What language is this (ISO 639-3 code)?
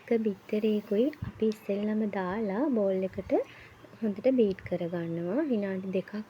sin